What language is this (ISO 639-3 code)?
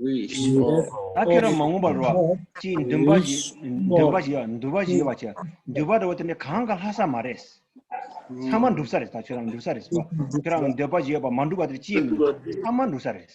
bod